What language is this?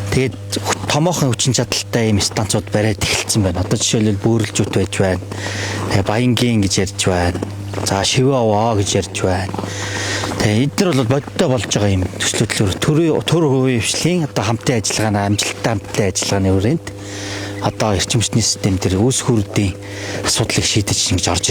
Mongolian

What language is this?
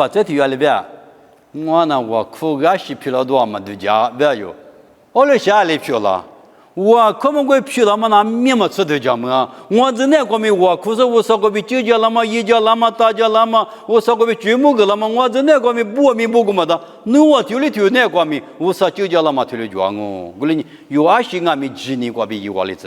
Lisu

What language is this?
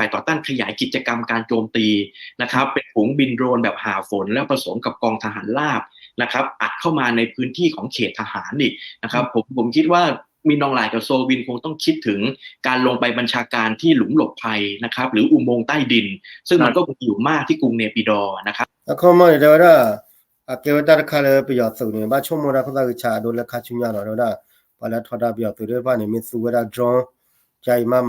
S'gaw Karen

